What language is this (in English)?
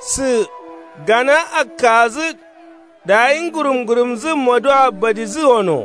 Kanuri